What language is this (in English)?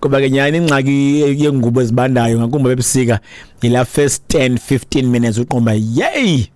Xhosa